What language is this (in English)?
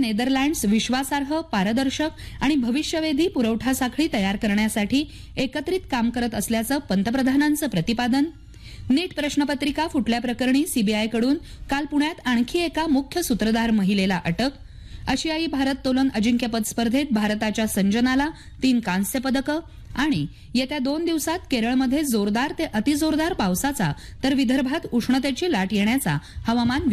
Marathi